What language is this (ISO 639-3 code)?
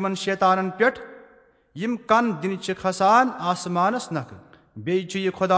kas